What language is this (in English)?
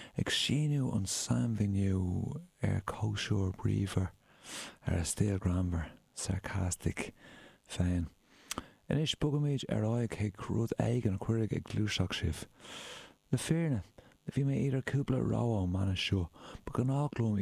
Irish